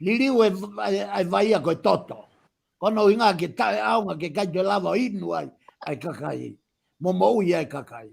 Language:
Tongan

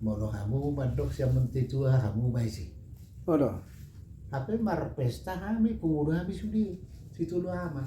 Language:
Batak Toba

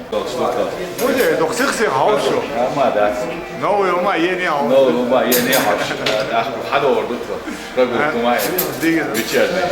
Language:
Chechen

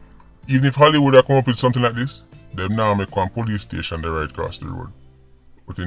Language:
Jamaican Creole English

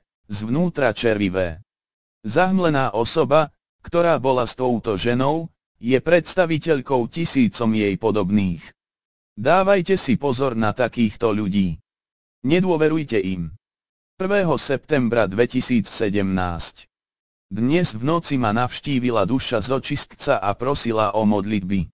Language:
Slovak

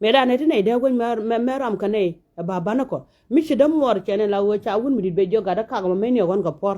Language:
Nuer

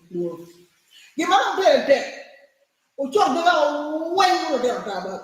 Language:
Acoli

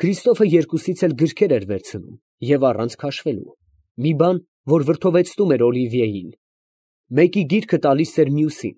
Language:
Armenian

